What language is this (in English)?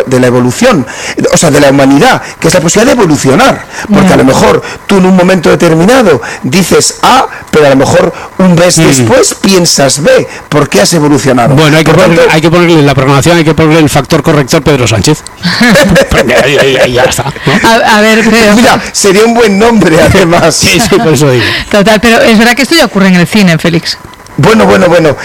Spanish